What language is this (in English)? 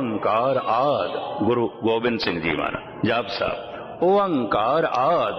Punjabi